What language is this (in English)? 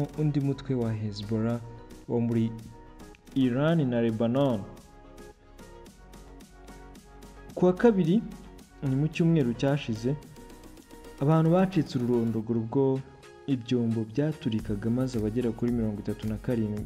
Kinyarwanda